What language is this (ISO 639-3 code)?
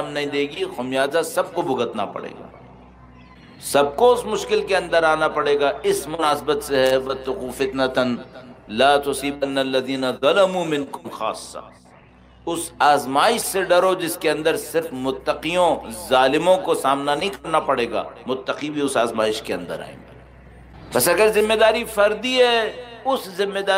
urd